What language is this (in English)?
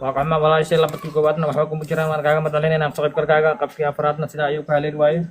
Somali